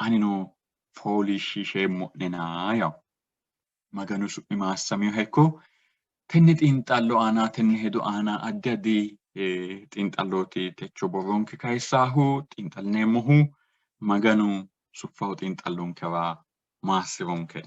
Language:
Sidamo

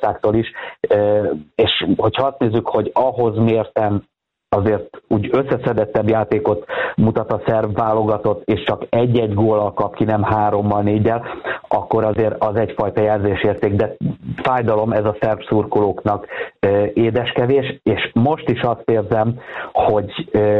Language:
Hungarian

